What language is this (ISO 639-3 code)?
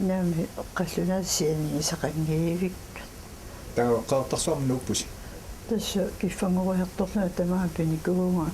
kal